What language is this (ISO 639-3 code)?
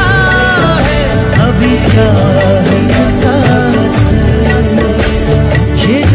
hin